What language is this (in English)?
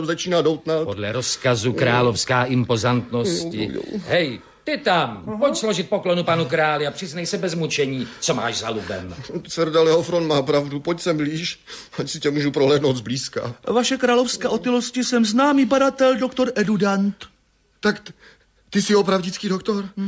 Czech